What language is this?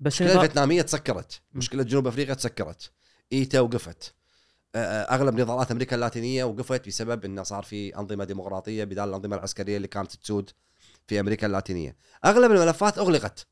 Gulf Arabic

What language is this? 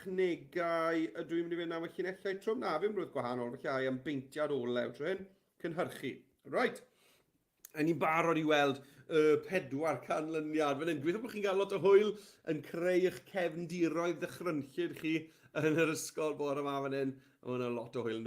Welsh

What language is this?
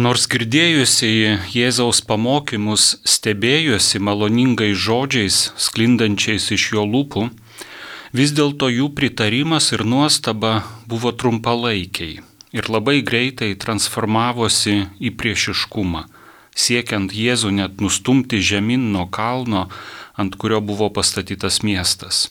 Lithuanian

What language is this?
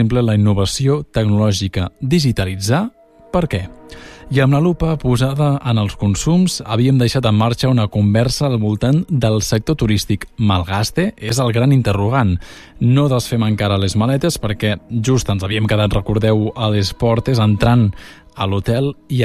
Catalan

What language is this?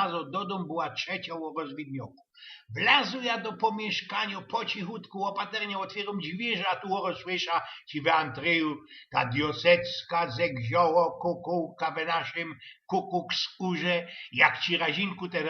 Silesian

